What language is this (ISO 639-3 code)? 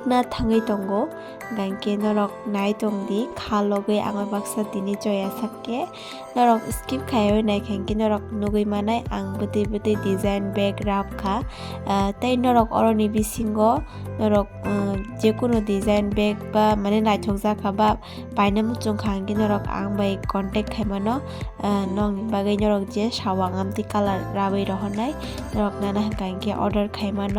trp